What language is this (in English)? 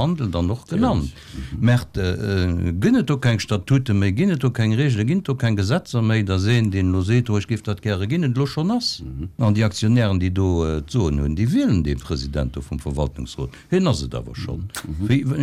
Luxembourgish